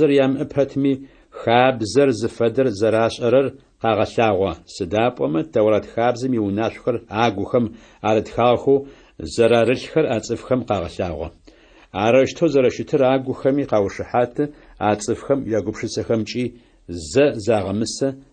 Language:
Adyghe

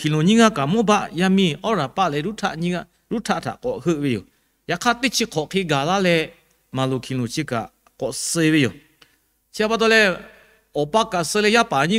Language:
Lahu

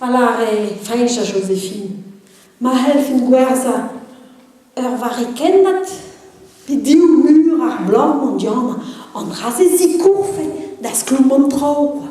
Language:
Breton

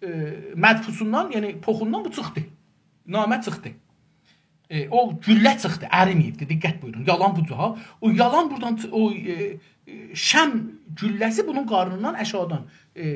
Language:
South Azerbaijani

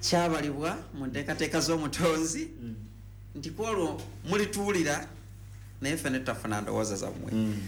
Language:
Ganda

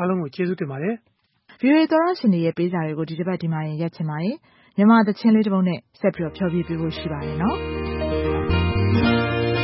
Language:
Burmese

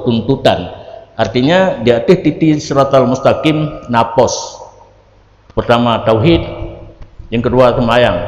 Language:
Achinese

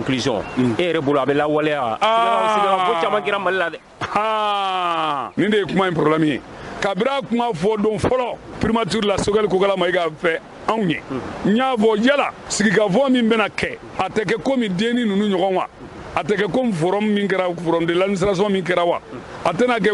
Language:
Bambara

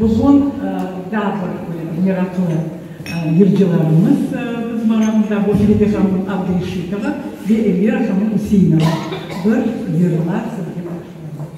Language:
Crimean Tatar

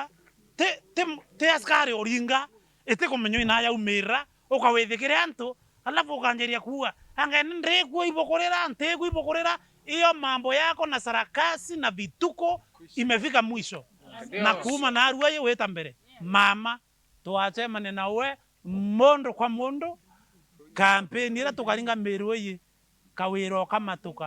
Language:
Meru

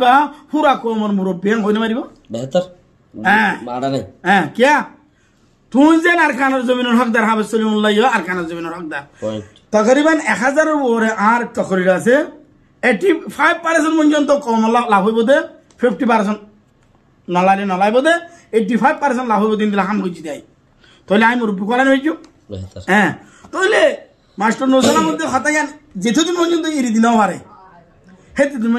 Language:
Rohingya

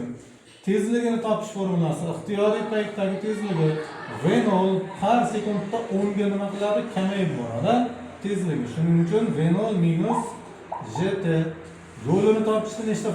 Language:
Uzbek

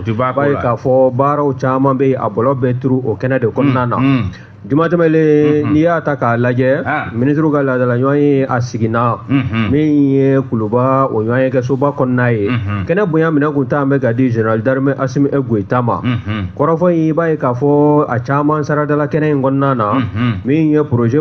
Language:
Bambara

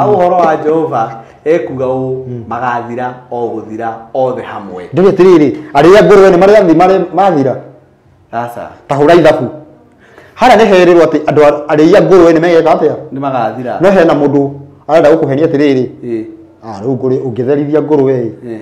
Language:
Kikuyu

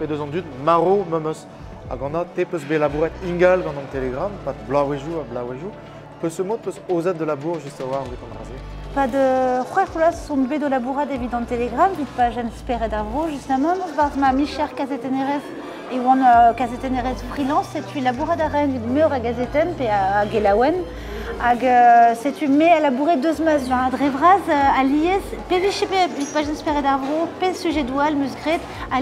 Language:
Breton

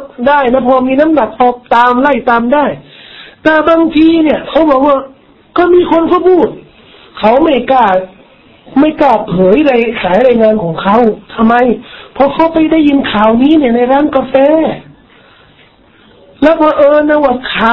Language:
Thai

